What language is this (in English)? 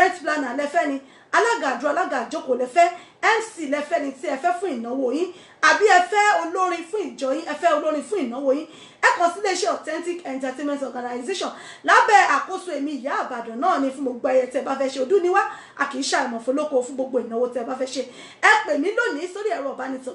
Yoruba